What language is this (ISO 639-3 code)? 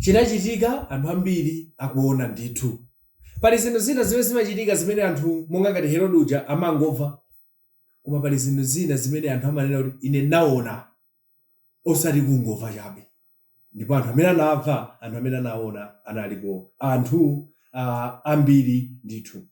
nya